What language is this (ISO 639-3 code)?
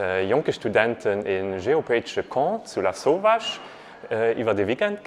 ltz